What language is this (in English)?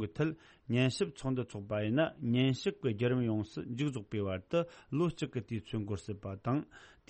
Tibetan